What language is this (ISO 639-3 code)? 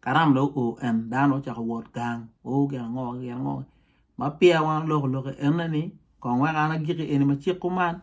ach